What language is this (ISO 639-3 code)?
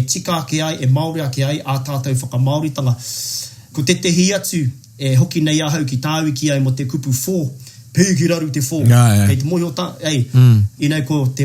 mri